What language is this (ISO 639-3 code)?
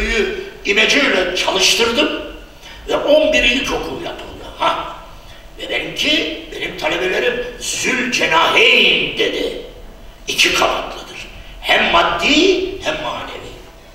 tur